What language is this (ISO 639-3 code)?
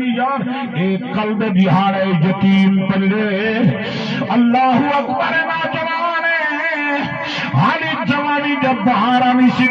skr